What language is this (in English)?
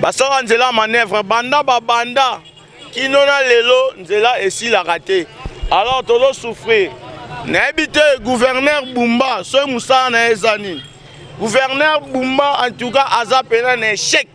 Lingala